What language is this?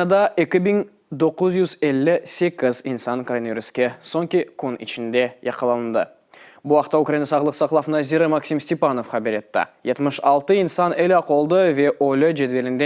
Crimean Tatar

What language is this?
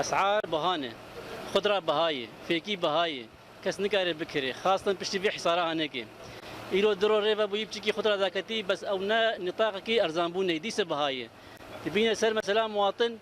Kurdish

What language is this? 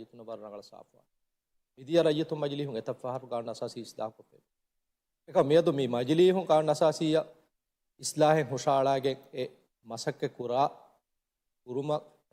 Divehi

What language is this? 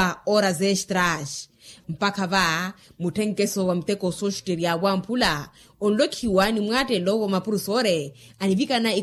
Makhuwa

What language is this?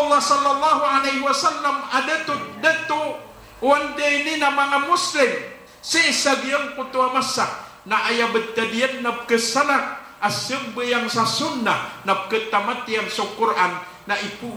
Maranao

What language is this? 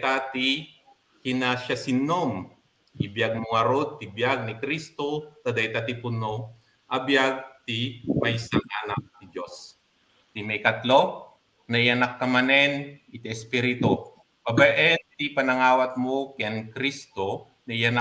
Iloko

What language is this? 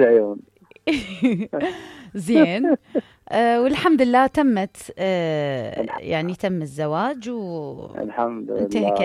Mesopotamian Arabic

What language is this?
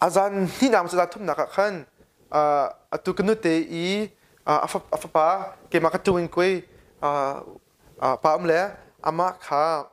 Hakha Chin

